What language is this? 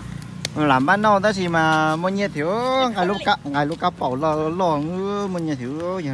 Hmong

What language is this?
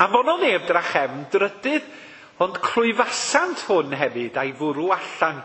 Welsh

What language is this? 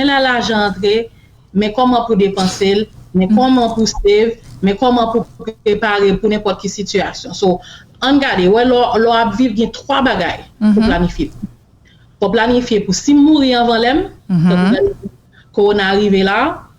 Haitian Creole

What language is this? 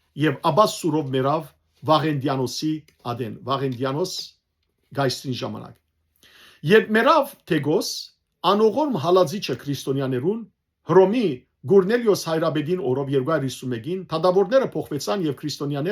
Western Armenian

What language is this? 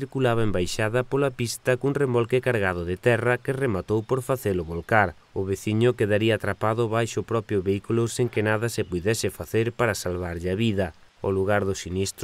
Galician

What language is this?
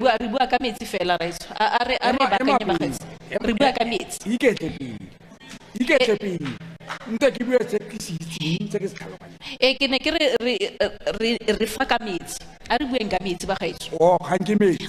Tswana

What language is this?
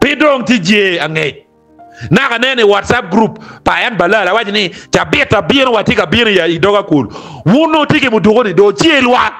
Acoli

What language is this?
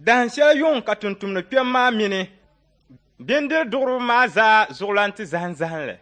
Dagbani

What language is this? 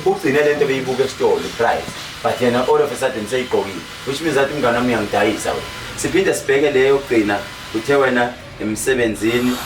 Zulu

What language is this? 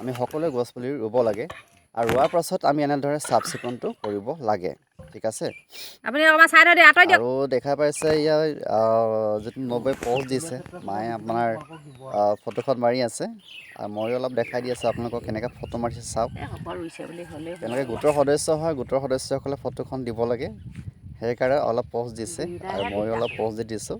Assamese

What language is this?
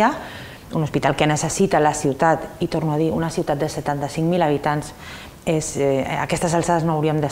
Catalan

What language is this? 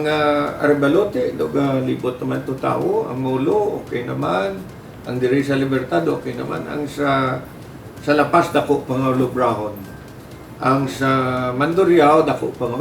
Hiligaynon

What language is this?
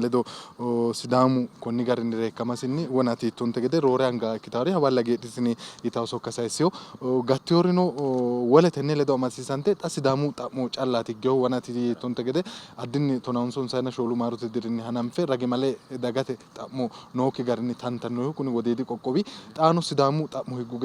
Sidamo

